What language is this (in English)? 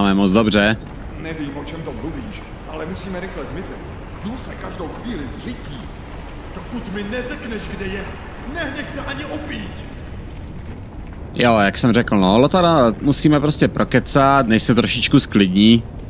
Czech